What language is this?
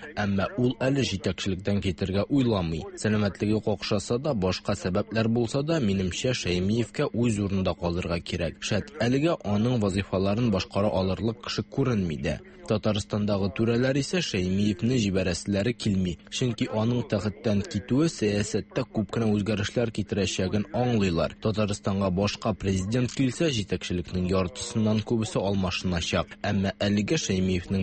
Tatar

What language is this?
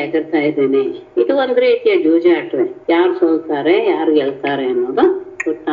Kannada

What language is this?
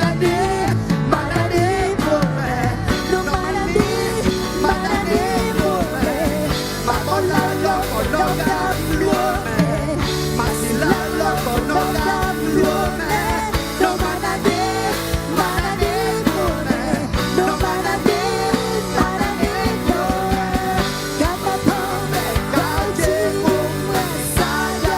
Akha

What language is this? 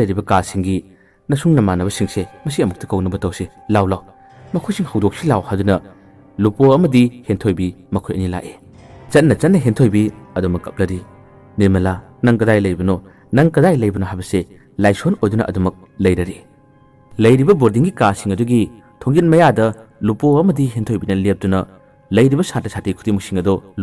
Manipuri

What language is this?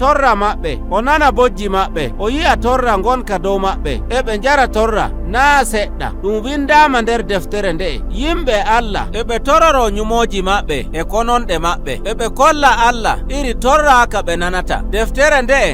Nigerian Fulfulde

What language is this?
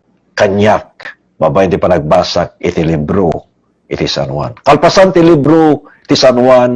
Iloko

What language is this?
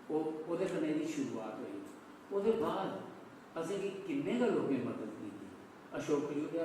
Dogri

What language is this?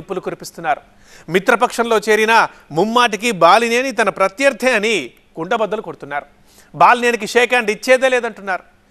Telugu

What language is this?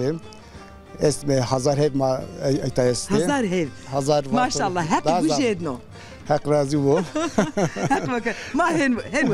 Zaza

